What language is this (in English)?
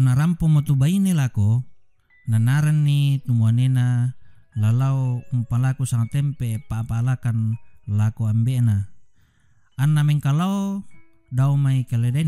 Toraja-Sa'dan